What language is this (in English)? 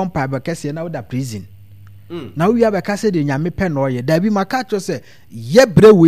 Akan